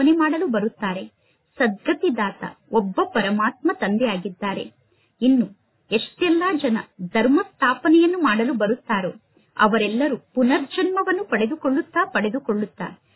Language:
Kannada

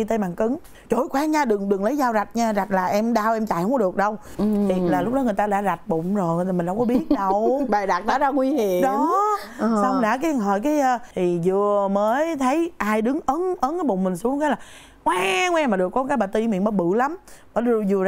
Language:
Vietnamese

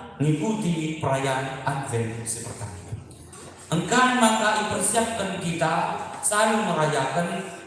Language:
Batak Karo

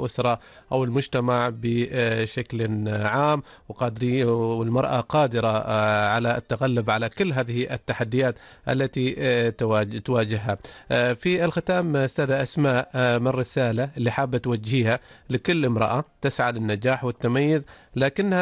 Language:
Arabic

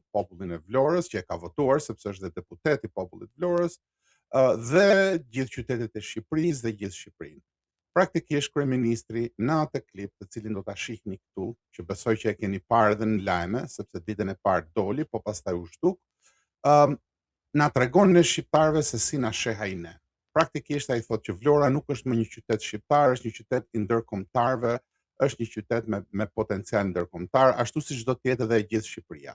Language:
Albanian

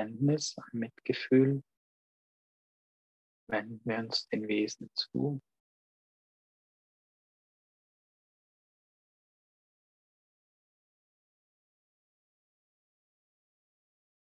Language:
German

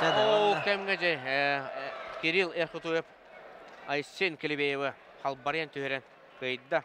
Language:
Yakut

